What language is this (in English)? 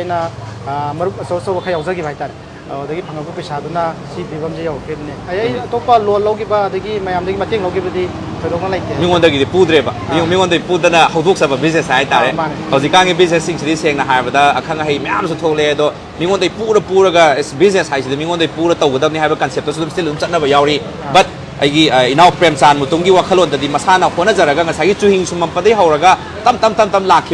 Manipuri